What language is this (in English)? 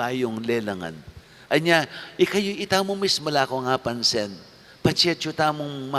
Pampanga